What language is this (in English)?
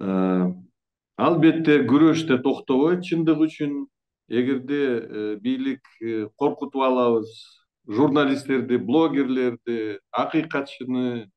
Kyrgyz